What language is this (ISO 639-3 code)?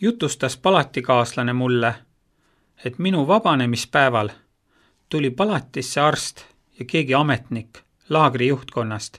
est